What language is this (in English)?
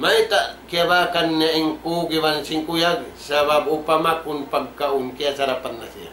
Tausug